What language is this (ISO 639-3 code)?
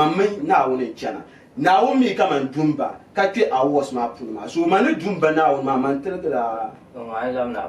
dag